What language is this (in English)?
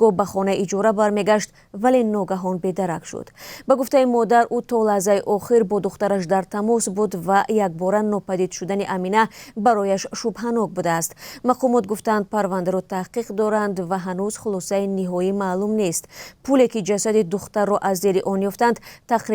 Tajik